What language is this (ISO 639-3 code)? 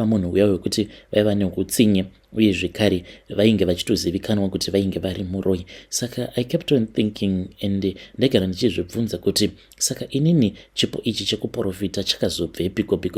sna